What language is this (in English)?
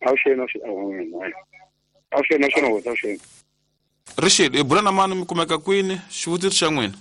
Tsonga